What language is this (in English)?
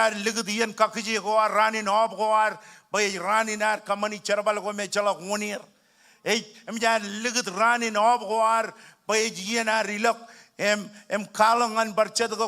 Marshallese